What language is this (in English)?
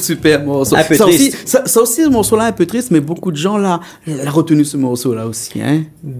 Réunion Creole French